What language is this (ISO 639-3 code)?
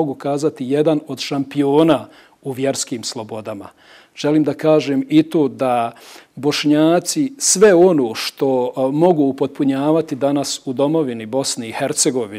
bos